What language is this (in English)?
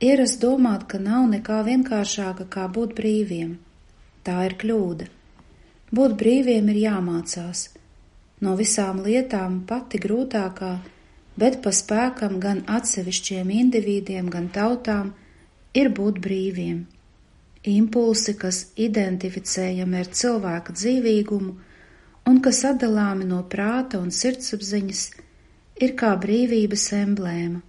Latvian